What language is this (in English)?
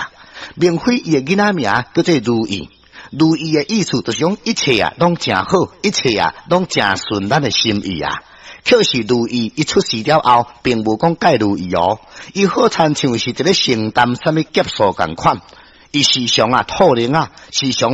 Min Nan Chinese